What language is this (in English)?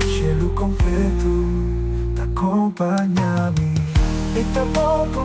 Papiamento